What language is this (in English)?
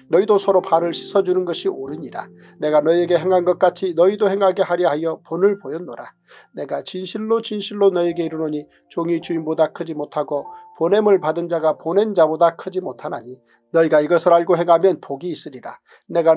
Korean